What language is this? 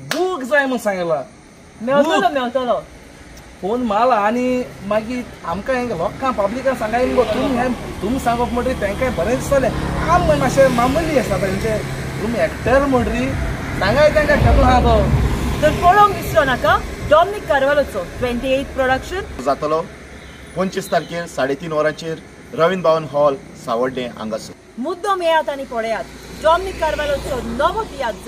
Konkani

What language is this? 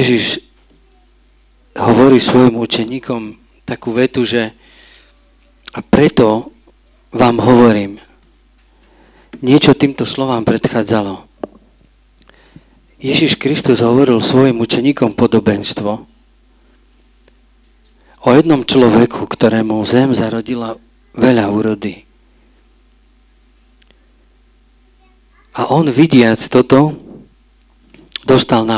Slovak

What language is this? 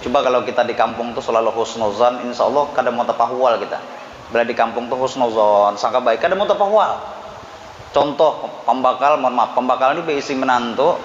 Banjar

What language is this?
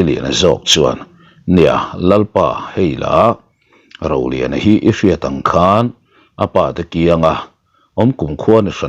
Mizo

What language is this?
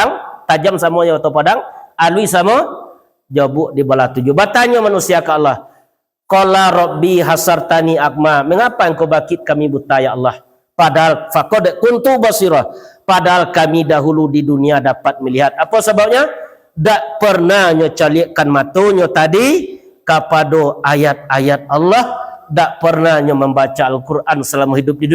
Minangkabau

